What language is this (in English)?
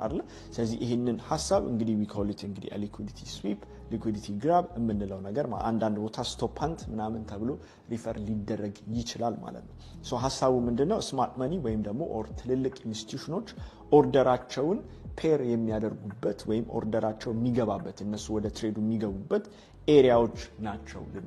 Amharic